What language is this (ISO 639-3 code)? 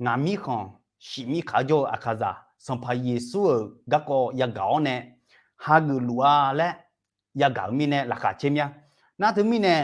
ahk